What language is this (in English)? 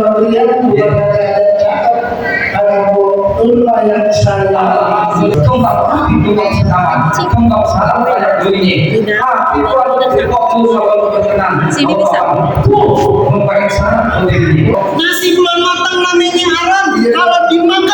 Betawi